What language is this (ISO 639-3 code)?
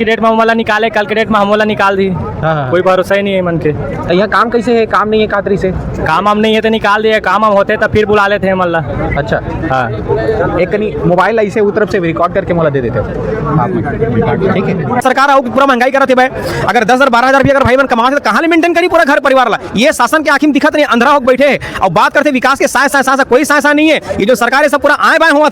hne